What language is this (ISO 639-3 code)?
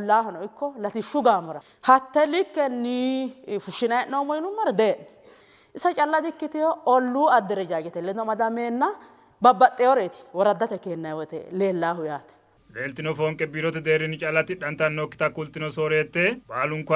sid